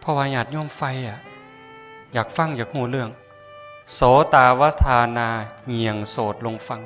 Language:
Northeastern Thai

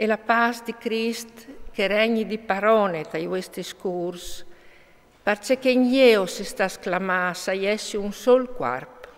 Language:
Friulian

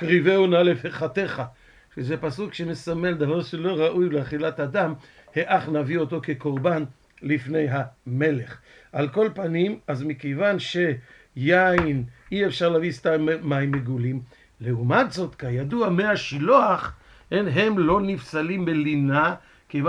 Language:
Hebrew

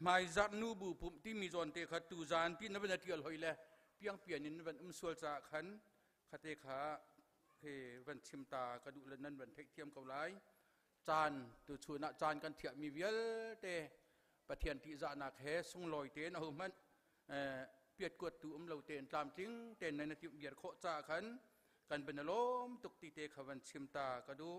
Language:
Hakha Chin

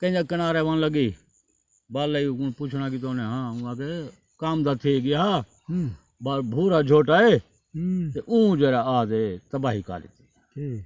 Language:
Saraiki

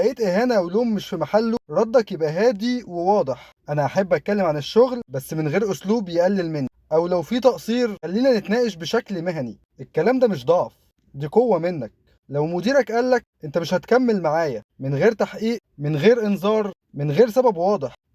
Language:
Egyptian Arabic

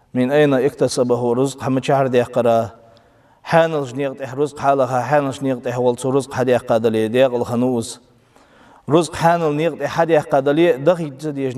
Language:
Ingush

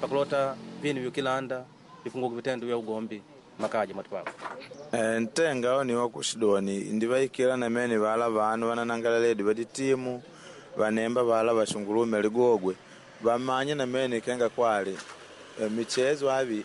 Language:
Makonde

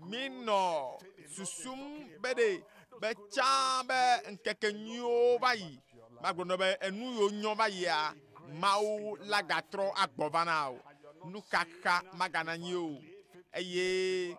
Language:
Ewe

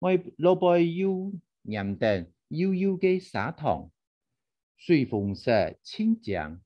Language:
Hakka Chinese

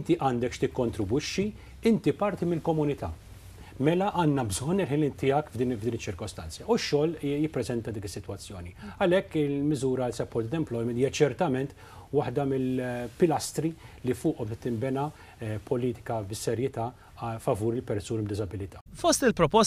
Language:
Maltese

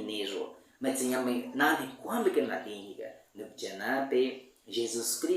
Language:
Baniwa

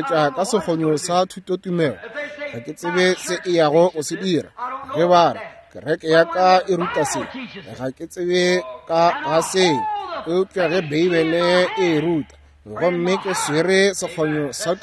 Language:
Northern Sotho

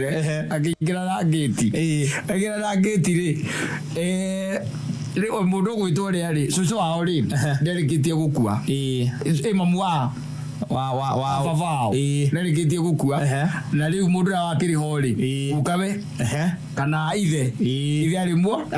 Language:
Kikuyu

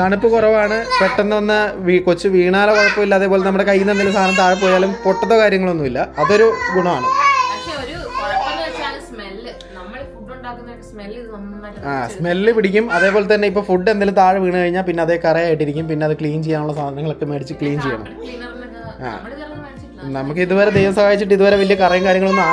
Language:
Malayalam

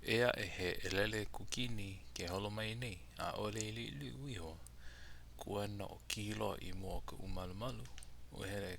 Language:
Hawaiian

